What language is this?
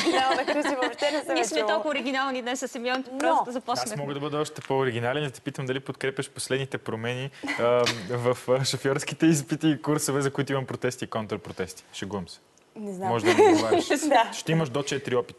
Bulgarian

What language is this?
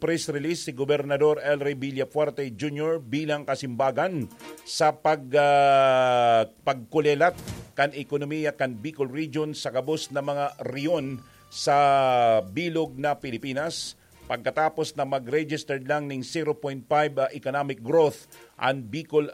Bikol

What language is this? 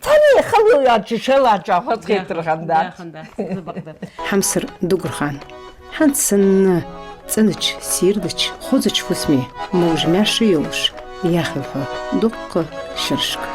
Ingush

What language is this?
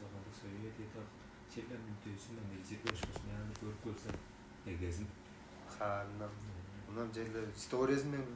Tuvinian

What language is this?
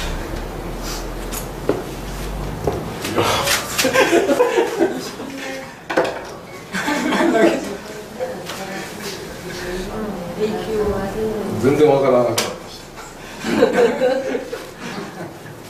Japanese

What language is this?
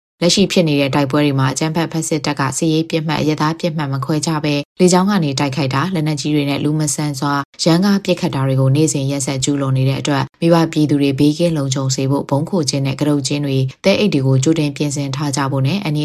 Burmese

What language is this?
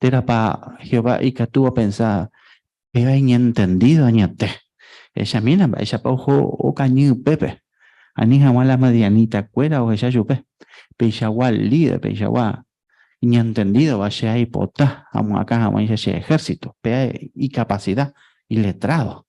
Guarani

